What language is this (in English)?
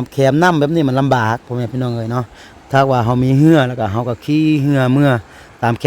Lao